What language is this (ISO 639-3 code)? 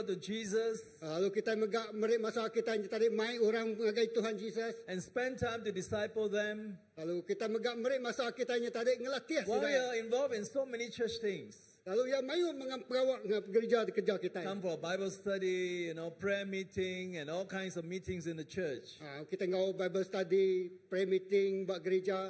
iba